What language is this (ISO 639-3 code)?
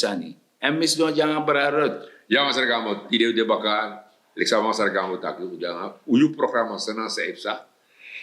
srn